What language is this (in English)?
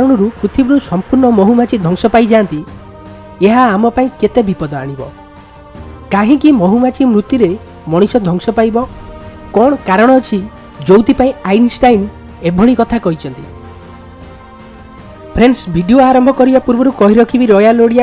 Odia